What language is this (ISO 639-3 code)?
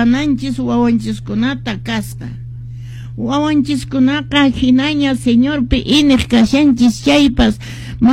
que